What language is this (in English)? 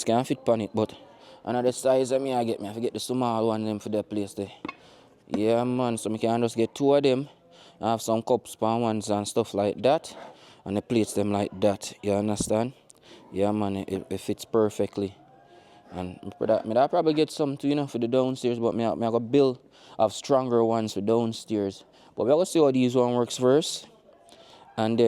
Jamaican Creole English